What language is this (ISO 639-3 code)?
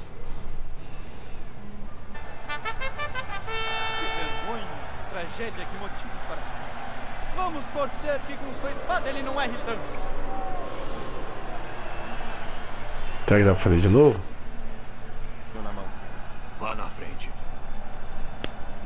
por